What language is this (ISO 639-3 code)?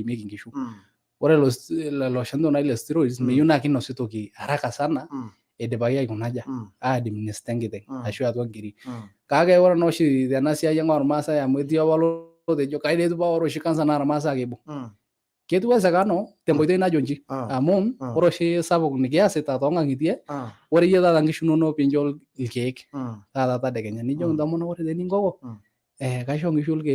mas